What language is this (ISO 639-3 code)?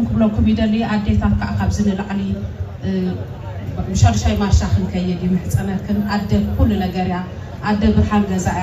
tir